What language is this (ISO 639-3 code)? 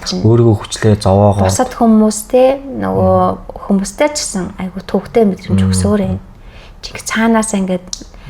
mon